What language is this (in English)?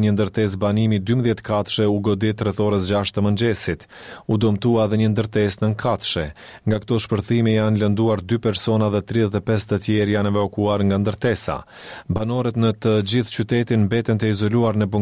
Albanian